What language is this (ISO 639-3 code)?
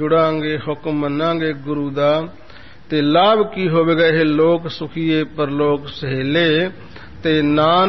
pan